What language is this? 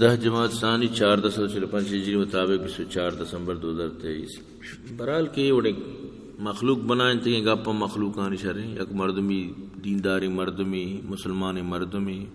Eastern Balochi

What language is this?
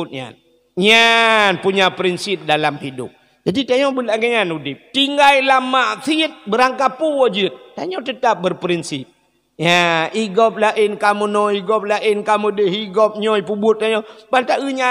Achinese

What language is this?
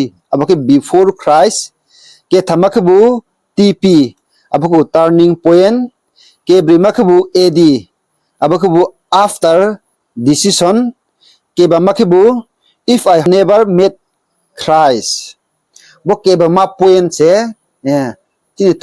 Riang (India)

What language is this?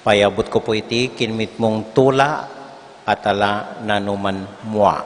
Pampanga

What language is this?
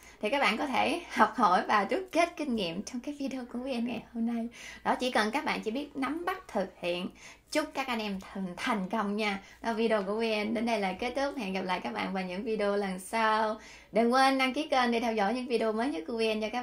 Vietnamese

